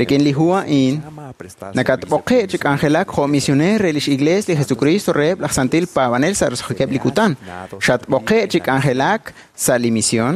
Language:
Kekchí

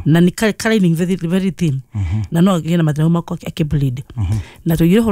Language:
Kikuyu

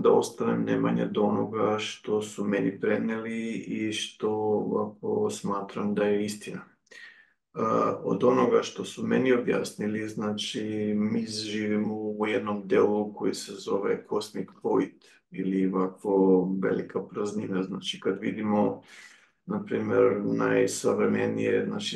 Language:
Serbian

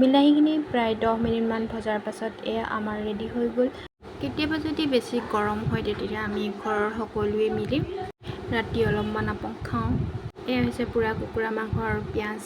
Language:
Assamese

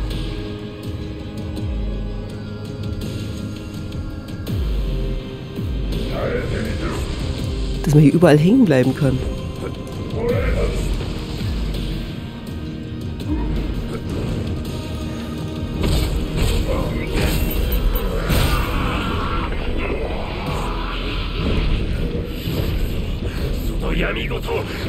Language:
German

